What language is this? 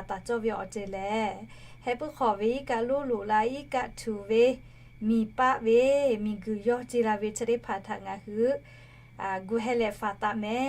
Lahu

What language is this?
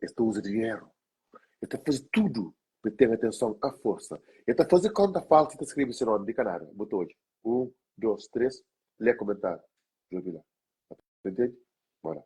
Kabuverdianu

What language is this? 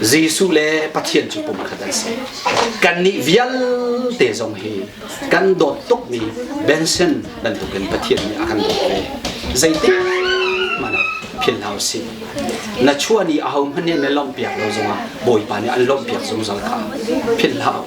Hakha Chin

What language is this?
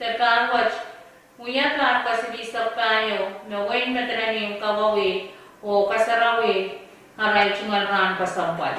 Pohnpeian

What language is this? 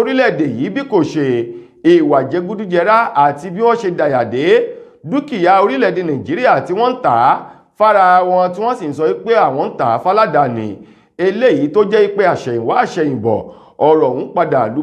Yoruba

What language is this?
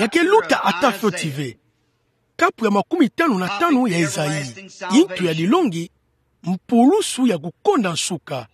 Kituba (Democratic Republic of Congo)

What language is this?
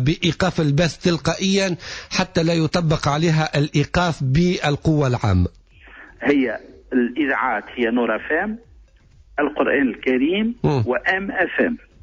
Tunisian Arabic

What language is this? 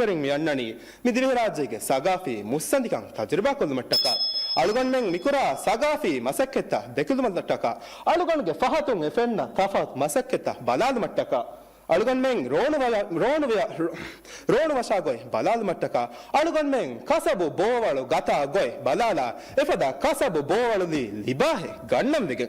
Divehi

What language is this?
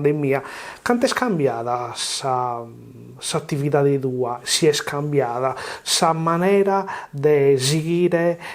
Sardinian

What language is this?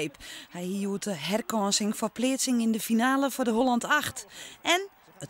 Western Frisian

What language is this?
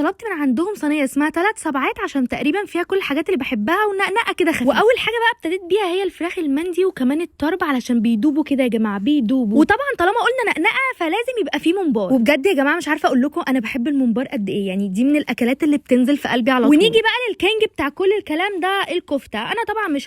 Egyptian Arabic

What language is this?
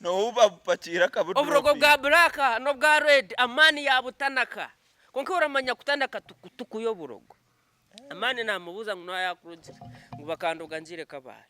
Nyankole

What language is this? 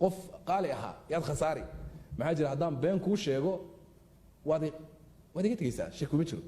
Somali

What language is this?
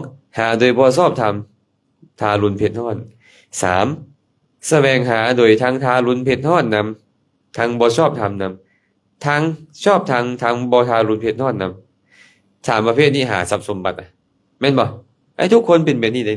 Lao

